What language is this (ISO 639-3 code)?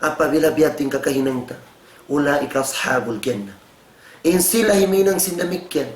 tsg